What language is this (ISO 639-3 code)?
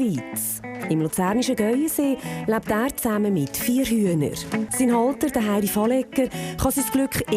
gsw